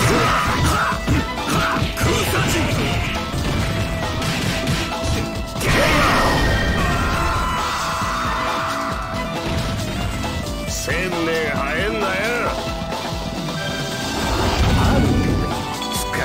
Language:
English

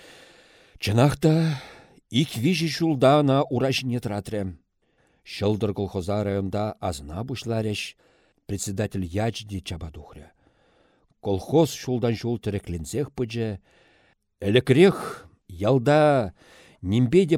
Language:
Chuvash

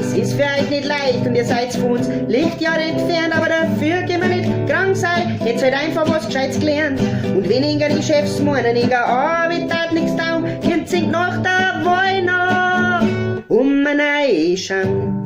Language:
Bavarian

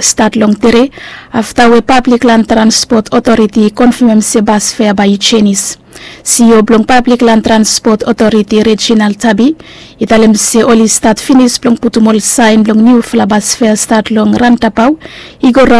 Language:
Bislama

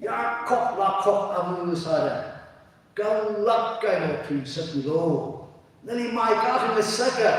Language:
Tangkhul Naga (India)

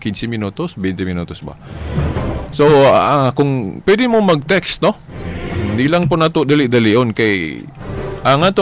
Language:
Cebuano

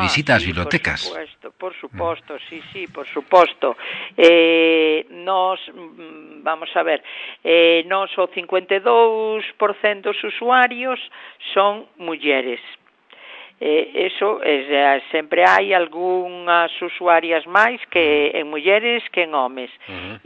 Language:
Galician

